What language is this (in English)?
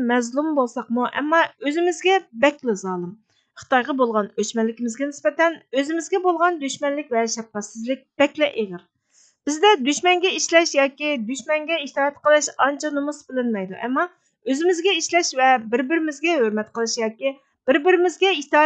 Uyghur